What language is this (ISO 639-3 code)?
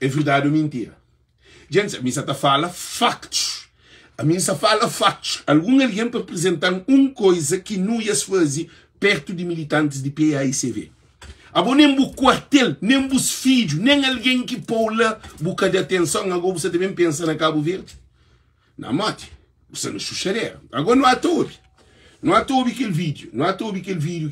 kea